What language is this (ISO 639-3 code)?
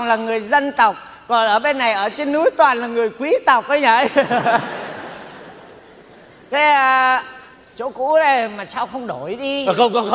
vie